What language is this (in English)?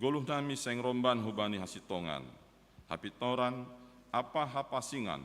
Batak Simalungun